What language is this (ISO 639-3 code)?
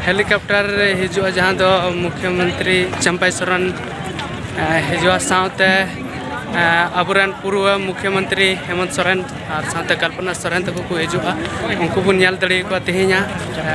sat